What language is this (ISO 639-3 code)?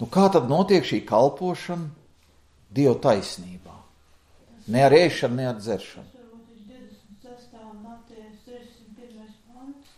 lav